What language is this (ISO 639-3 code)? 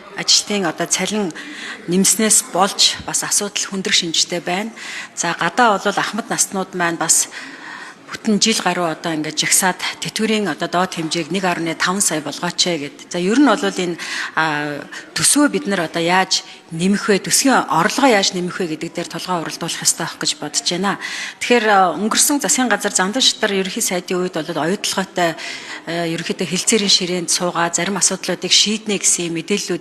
mon